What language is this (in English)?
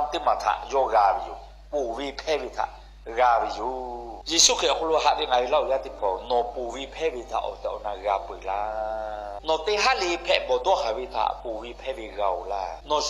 Lahu